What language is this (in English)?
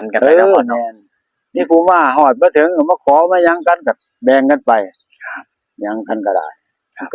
Northeastern Thai